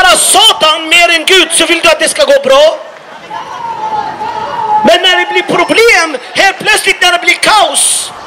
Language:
Swedish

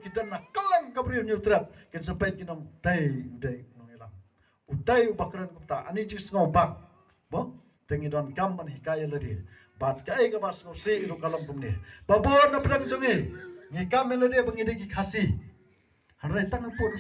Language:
Khasi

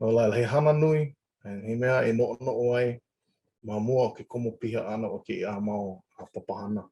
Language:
Hawaiian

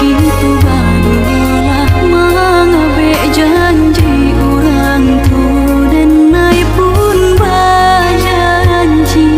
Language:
Minangkabau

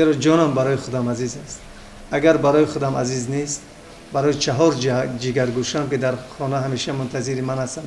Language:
Tajik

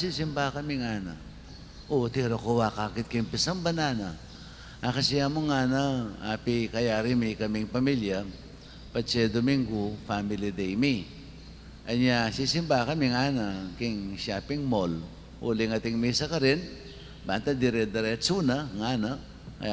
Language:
Pampanga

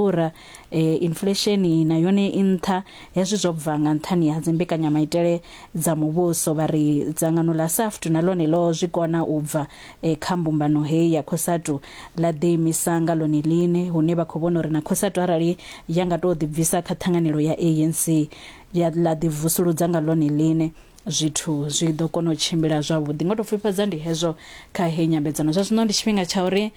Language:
Venda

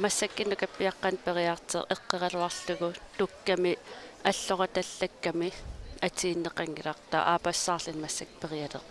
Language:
Kalaallisut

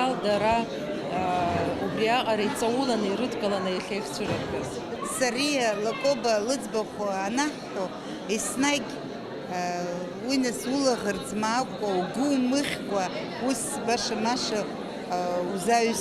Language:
Abkhazian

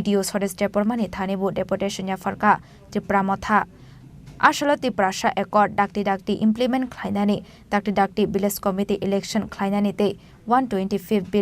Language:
Kok Borok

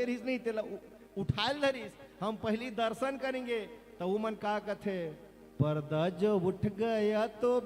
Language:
Chhattisgarhi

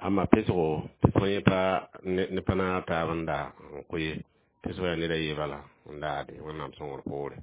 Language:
Mossi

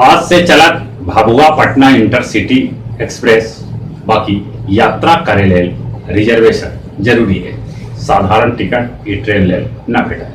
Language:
Magahi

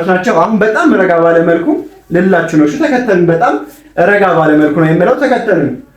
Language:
Amharic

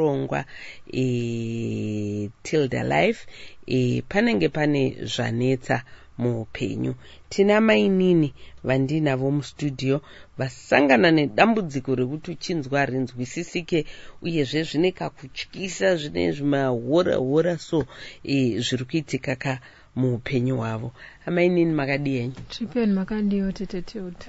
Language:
Shona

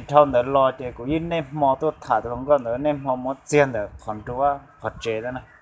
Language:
Hmong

